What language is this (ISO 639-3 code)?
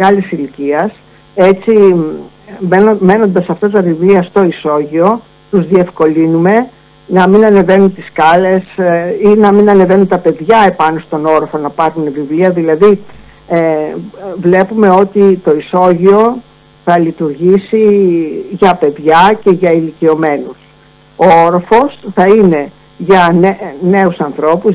ell